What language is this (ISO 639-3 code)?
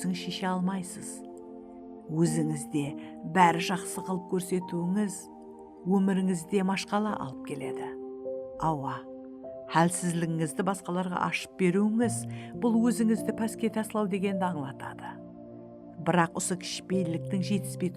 kaa